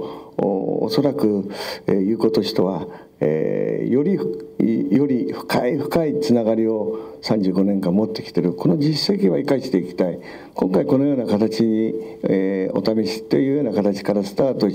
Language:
Japanese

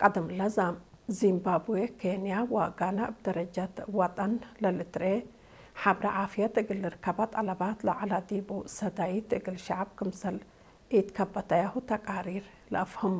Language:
Tigre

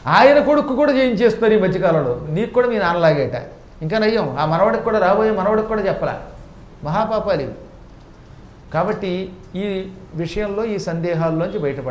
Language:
Telugu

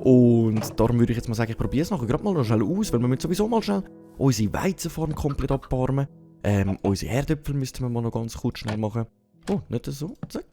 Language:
Swiss German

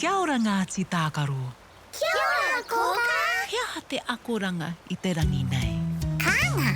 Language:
Māori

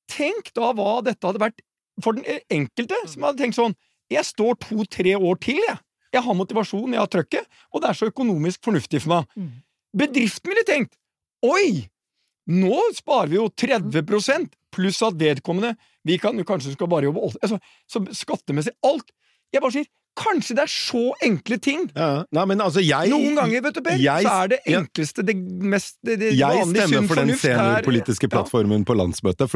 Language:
Norwegian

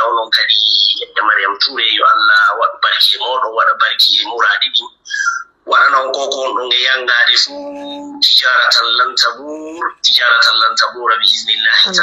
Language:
Pular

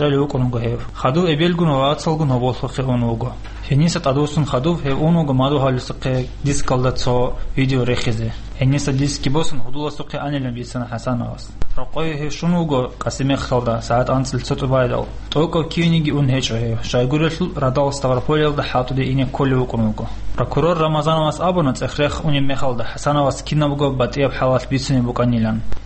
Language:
Avaric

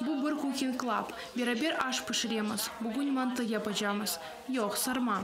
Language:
Crimean Tatar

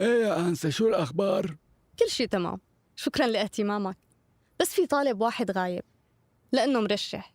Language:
North Levantine Arabic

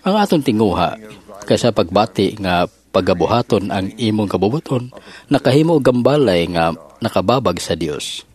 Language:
Cebuano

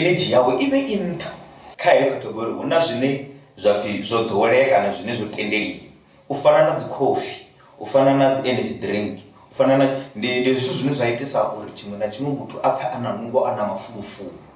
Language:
Venda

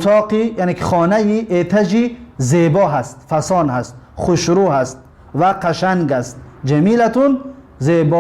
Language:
Tajik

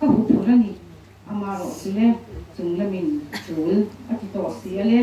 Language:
Mizo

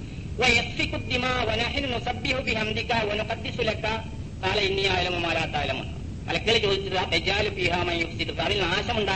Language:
Malayalam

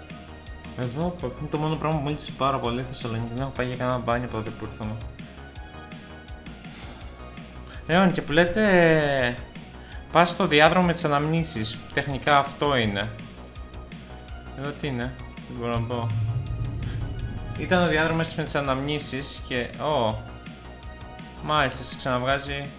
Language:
Greek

